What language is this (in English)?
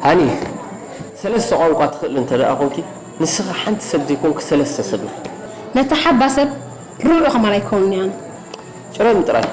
Tigrinya